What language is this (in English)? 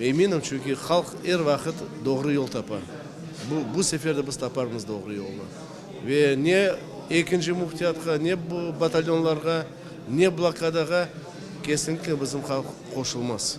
Crimean Tatar